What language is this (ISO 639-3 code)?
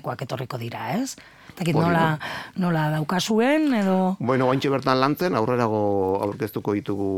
eus